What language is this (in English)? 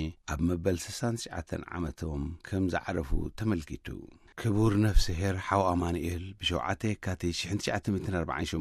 Tigrinya